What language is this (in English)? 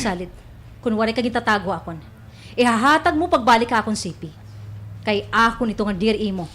Waray